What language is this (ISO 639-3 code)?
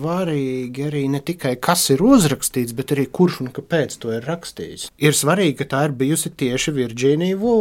lav